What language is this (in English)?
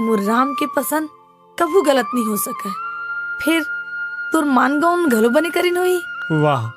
Chhattisgarhi